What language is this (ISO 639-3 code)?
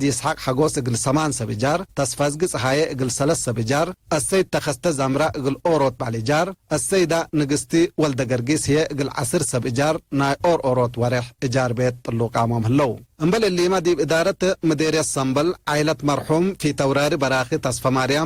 tig